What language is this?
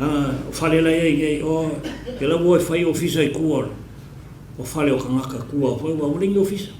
Samoan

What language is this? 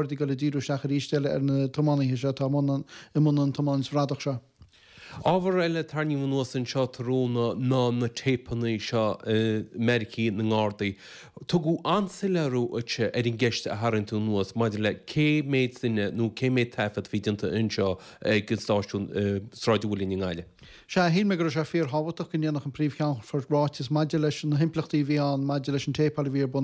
Irish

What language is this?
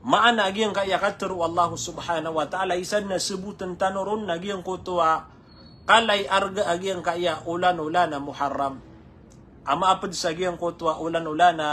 Maranao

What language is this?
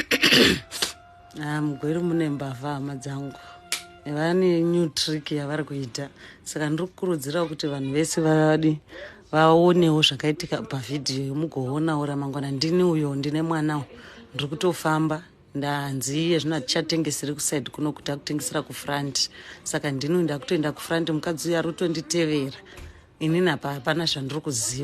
Shona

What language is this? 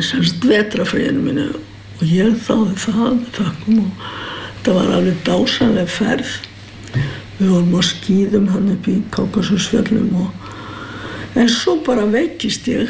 Icelandic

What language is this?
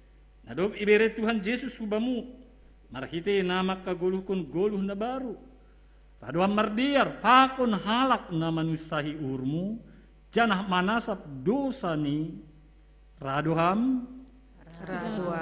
Batak Simalungun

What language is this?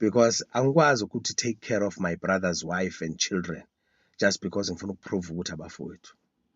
Zulu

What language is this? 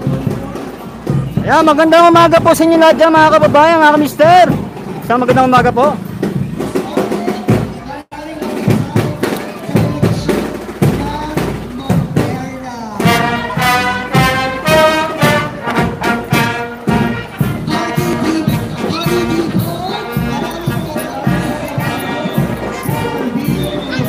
Filipino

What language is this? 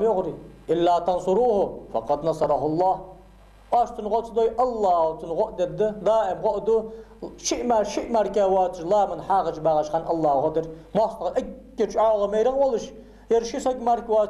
Ingush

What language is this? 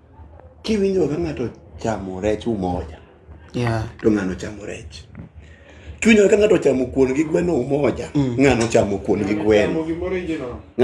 Luo (Kenya and Tanzania)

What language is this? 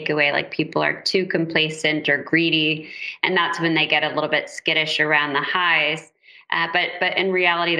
English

